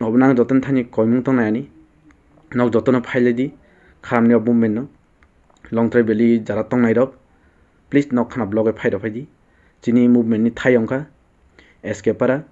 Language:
Kok Borok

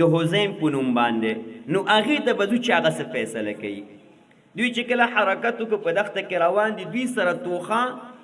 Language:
Pashto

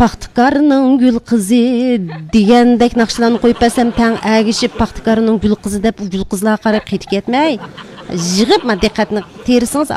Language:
Uyghur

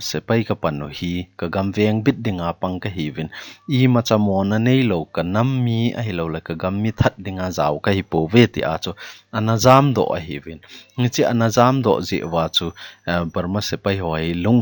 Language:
Thado Chin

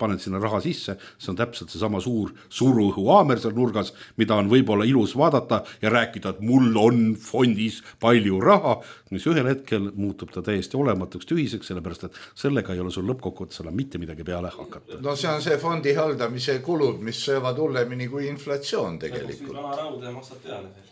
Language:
Estonian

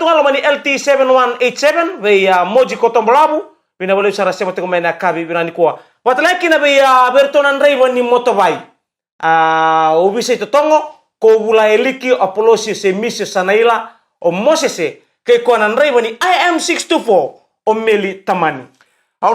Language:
Fijian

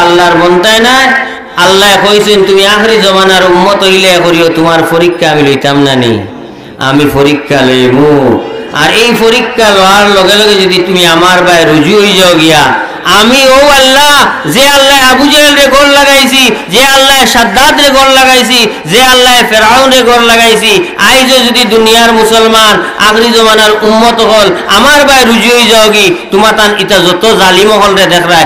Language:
Sylheti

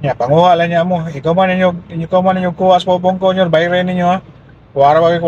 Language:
Cebuano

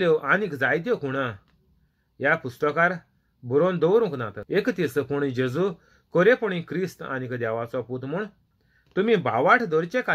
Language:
Konkani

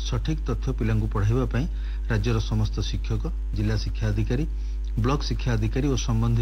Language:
Odia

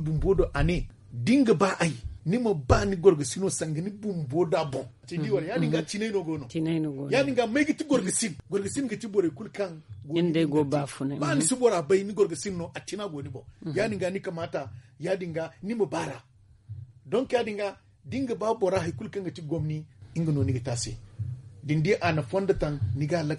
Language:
Zarma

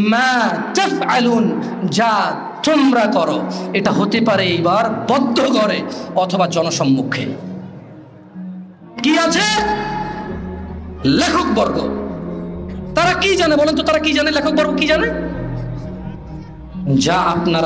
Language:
Bangla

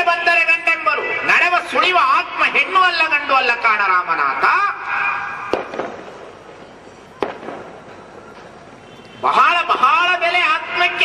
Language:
Kannada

